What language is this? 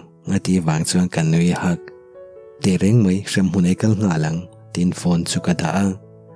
Mizo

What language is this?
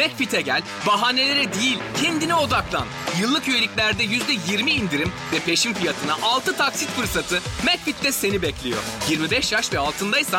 Turkish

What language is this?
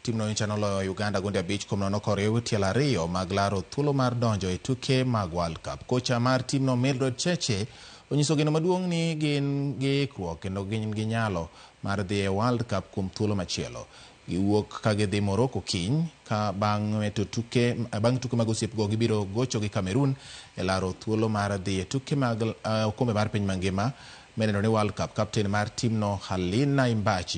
Luo (Kenya and Tanzania)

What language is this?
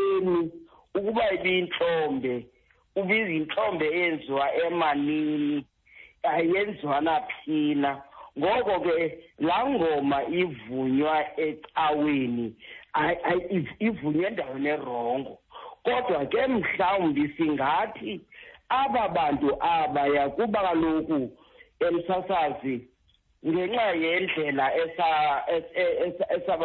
Xhosa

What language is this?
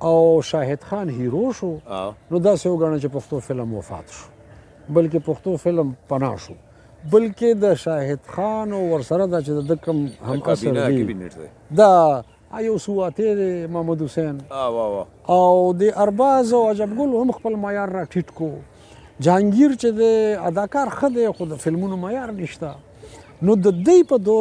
Pashto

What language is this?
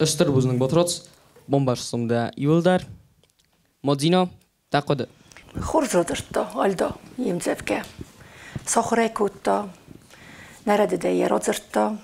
Ossetic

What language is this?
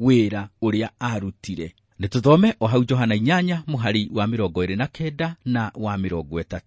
Kikuyu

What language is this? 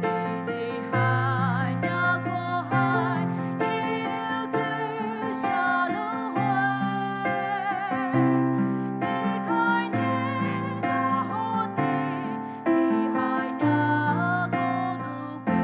Poumei Naga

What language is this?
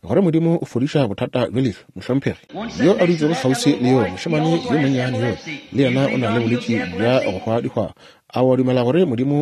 Northern Sotho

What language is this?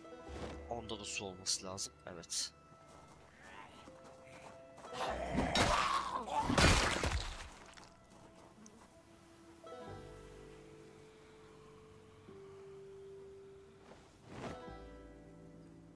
Turkish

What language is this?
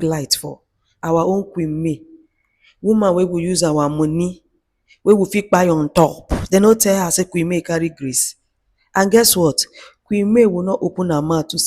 Nigerian Pidgin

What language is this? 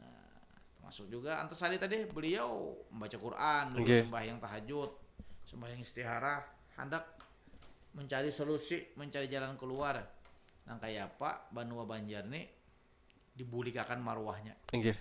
Banjar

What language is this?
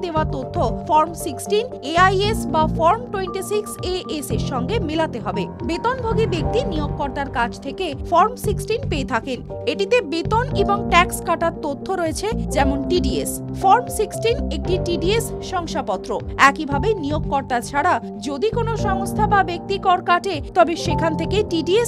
Bangla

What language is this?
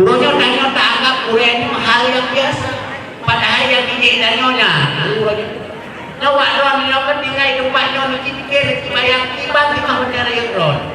Achinese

